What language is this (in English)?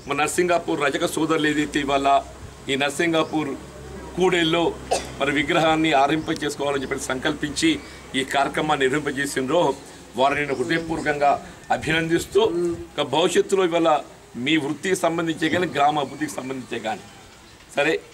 Telugu